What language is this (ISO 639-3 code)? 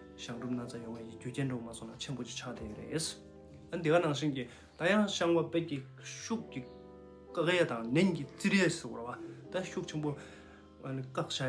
bod